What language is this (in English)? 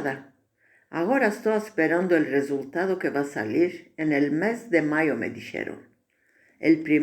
Ladino